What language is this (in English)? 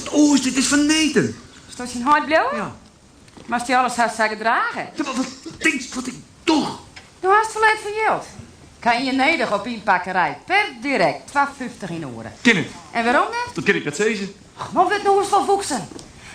Western Frisian